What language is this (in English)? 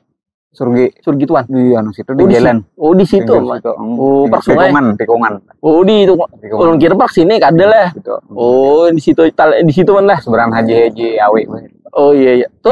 Banjar